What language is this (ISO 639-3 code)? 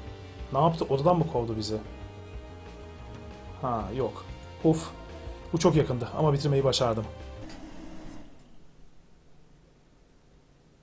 tur